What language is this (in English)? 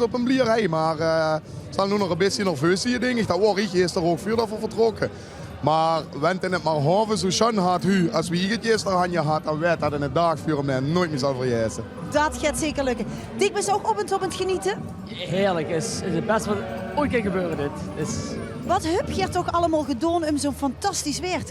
Limburgish